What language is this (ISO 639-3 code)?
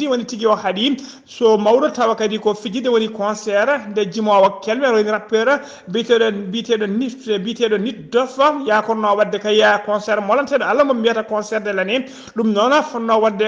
ful